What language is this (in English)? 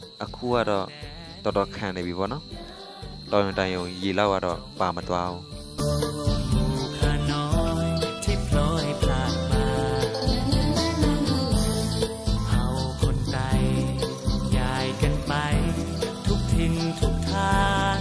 Burmese